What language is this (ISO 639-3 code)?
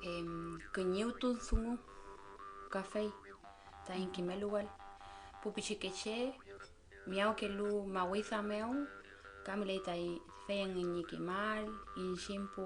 arn